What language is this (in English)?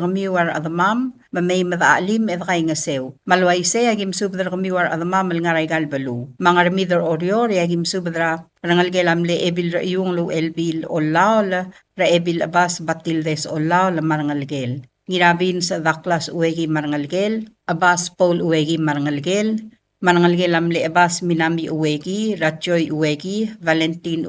Palauan